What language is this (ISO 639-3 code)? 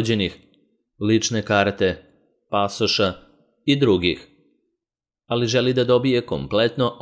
srp